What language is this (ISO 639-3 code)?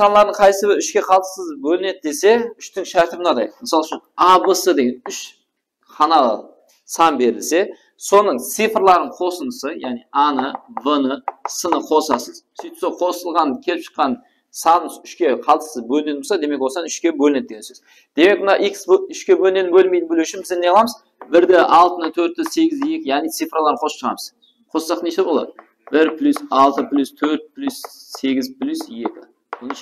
kaa